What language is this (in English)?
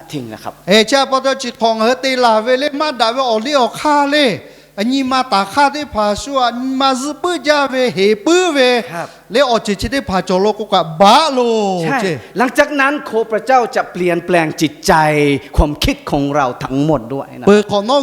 Lahu